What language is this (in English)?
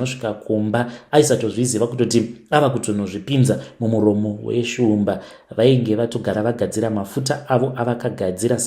Shona